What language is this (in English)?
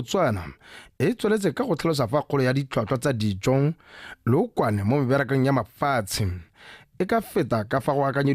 Tswana